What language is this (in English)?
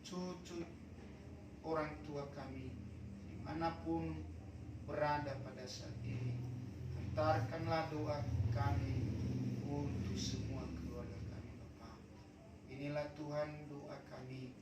Nias